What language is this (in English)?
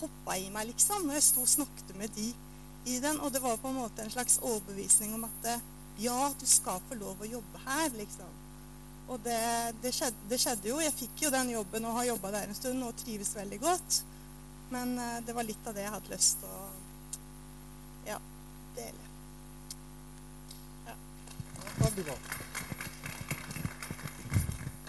Norwegian